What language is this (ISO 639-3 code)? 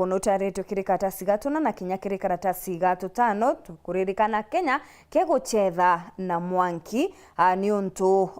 mer